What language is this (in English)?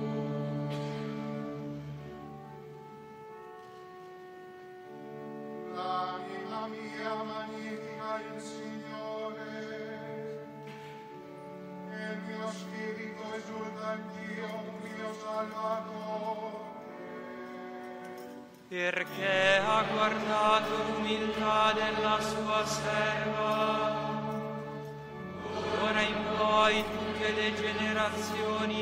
Italian